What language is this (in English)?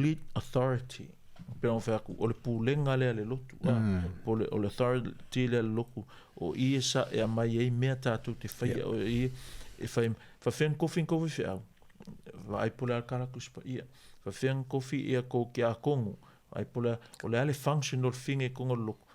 Samoan